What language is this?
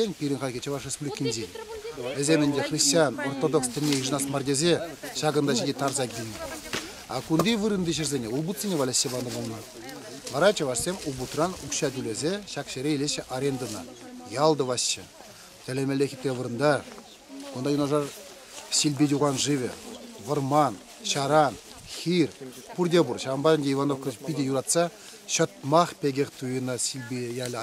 Chuvash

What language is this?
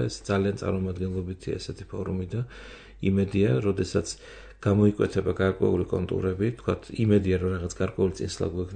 Georgian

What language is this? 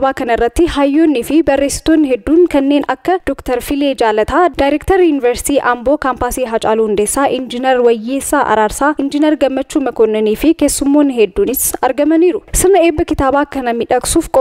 Oromo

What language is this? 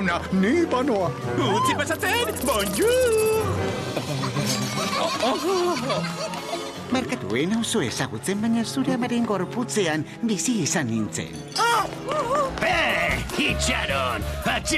Basque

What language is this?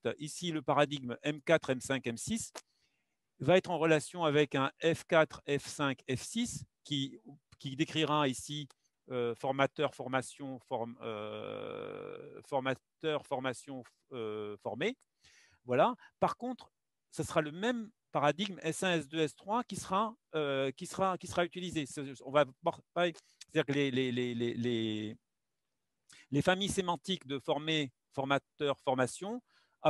French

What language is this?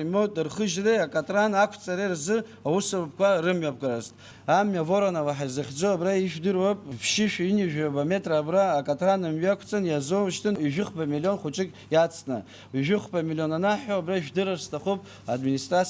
Abkhazian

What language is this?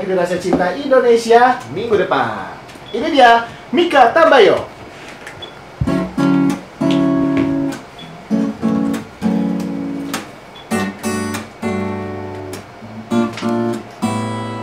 Indonesian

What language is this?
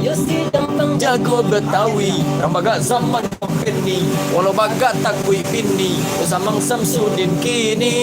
Minangkabau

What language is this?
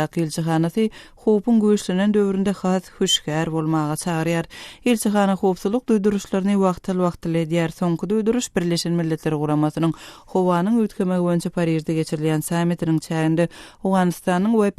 Turkmen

